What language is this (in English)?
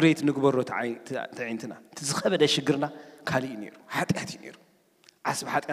Tigrinya